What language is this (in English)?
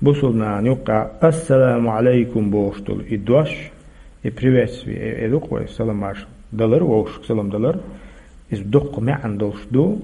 Chechen